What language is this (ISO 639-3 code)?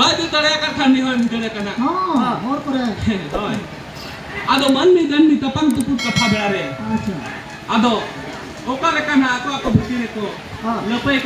sat